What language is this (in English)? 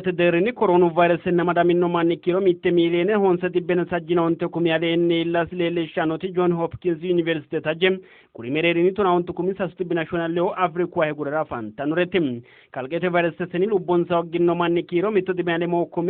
Sidamo